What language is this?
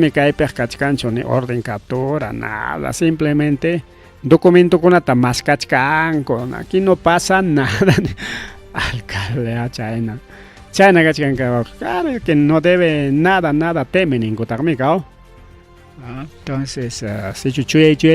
Ayacucho Quechua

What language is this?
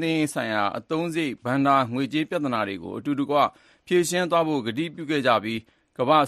Burmese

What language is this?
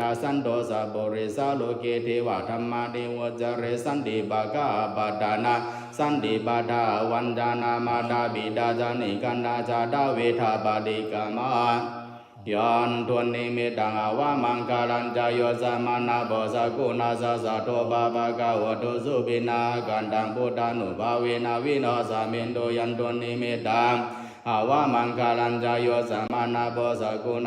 Pali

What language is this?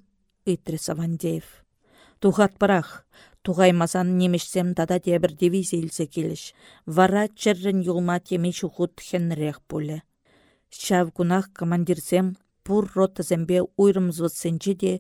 Chuvash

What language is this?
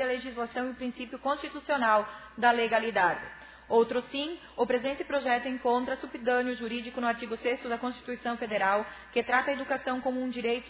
Portuguese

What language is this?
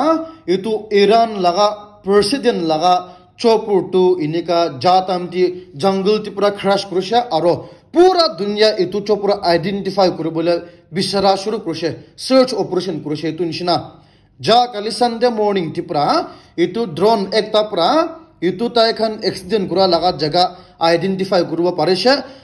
Naga Pidgin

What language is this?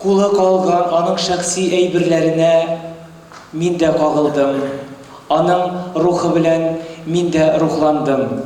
Tatar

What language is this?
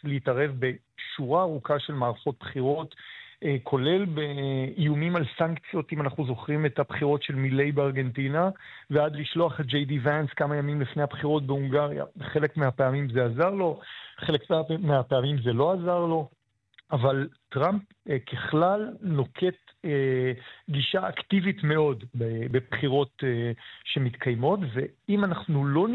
Hebrew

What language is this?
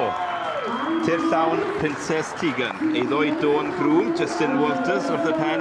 Welsh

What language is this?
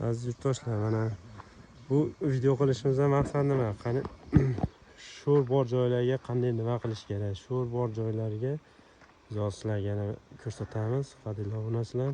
Uzbek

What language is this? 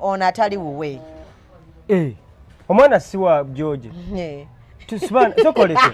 Ganda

